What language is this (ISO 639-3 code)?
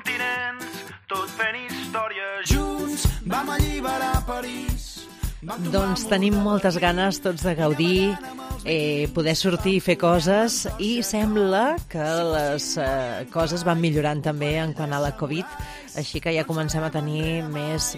cat